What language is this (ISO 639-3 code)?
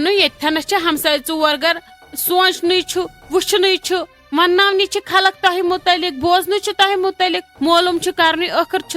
kas